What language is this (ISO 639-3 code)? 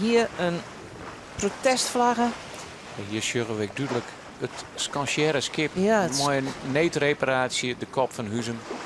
fry